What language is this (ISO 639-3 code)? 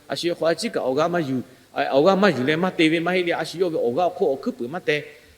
lhu